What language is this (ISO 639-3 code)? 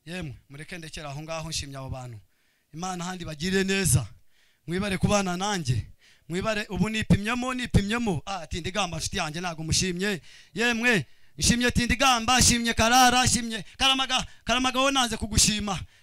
kin